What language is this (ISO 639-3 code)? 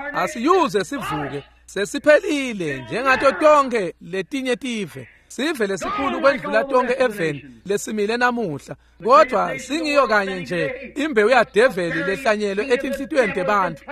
ssw